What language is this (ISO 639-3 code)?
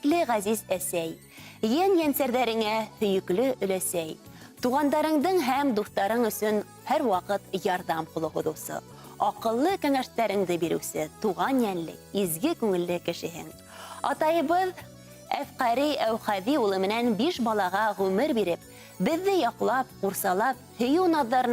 bak